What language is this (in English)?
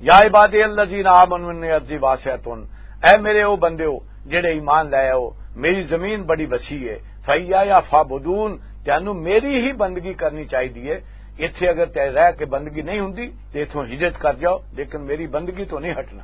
Western Panjabi